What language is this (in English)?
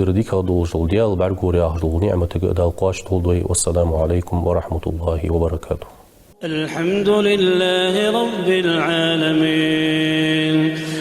Ingush